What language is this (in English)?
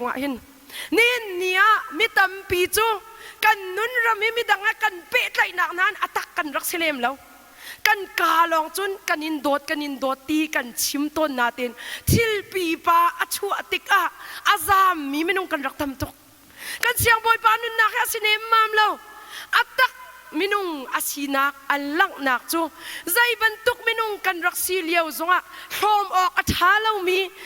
Hakha Chin